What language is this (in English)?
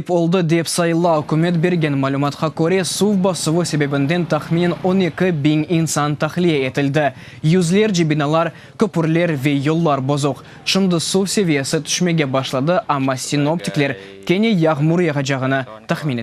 Crimean Tatar